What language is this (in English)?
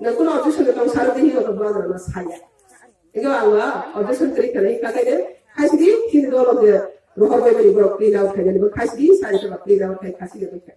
Riang (India)